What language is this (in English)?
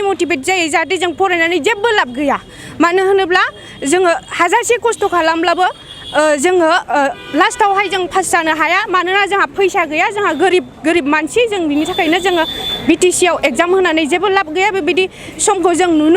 Bodo